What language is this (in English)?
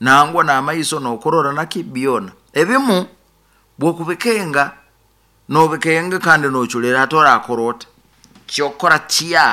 Nyoro